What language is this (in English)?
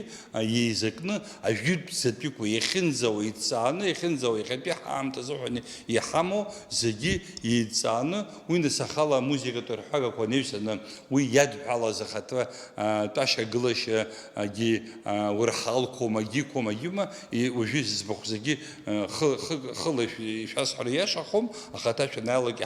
Abkhazian